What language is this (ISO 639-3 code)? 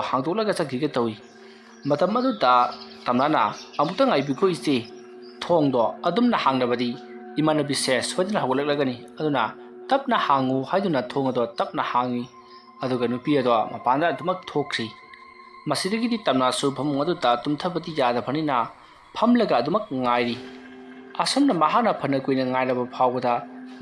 mni